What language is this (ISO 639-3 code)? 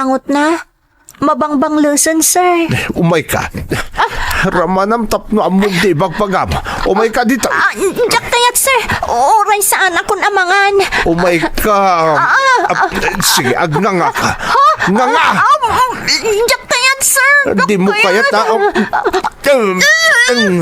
ilo